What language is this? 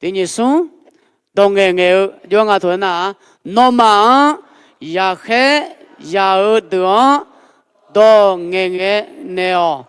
Akha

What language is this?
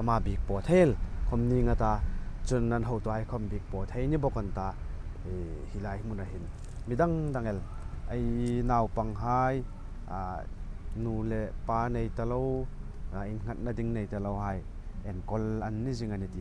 Hmar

